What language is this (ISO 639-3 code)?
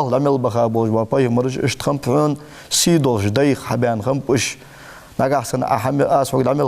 inh